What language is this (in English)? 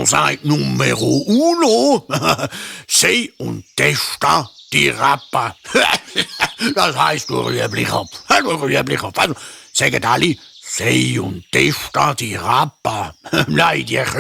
Swiss German